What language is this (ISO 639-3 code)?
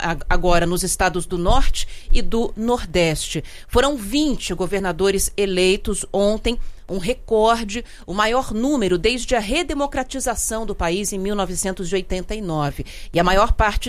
por